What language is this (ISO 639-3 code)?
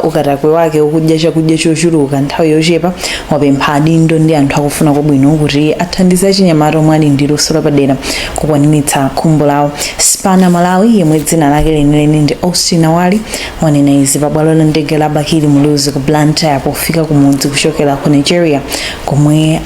nya